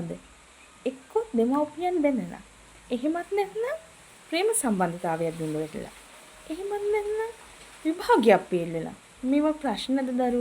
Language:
Sinhala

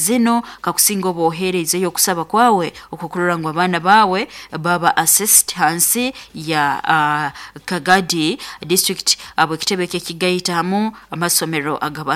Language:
Nyoro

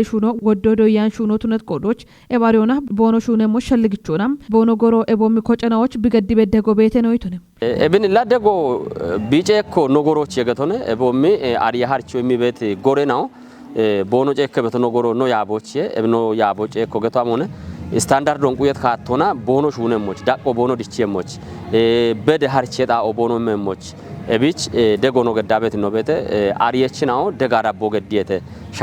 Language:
Kafa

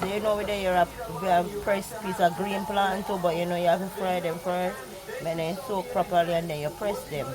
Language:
Jamaican Creole English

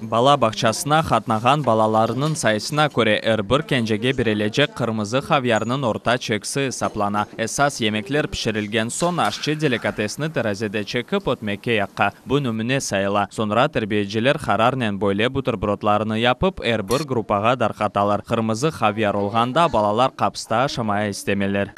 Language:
Crimean Tatar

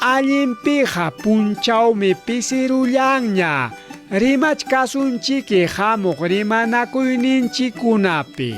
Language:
Ayacucho Quechua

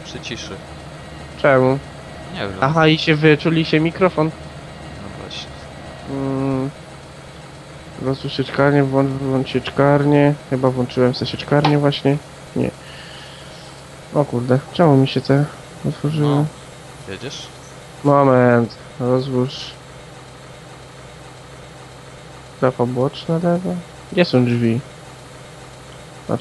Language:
Polish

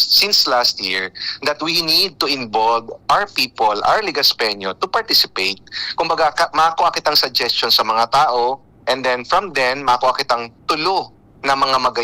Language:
Bikol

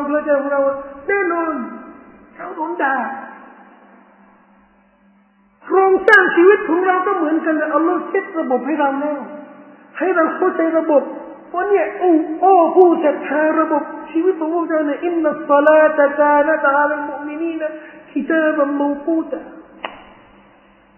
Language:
Thai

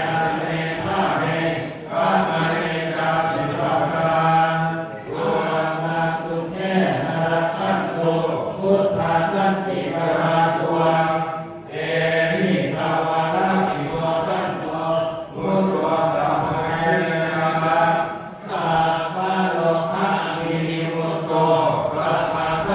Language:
Pali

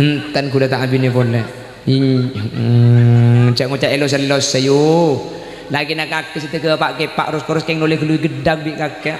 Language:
Madurese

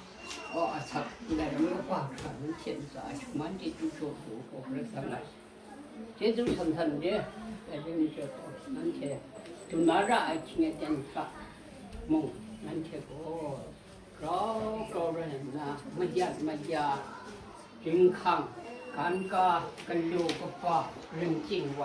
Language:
Kachin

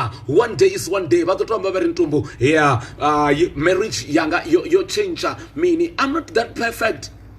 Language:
Venda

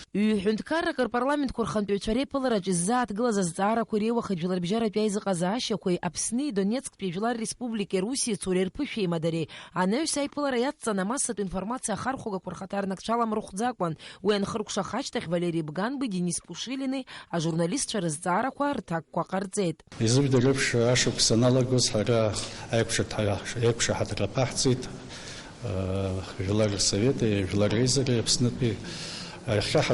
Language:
Abkhazian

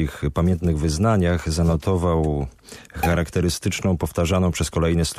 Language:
Polish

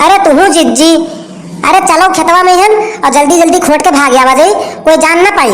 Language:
Awadhi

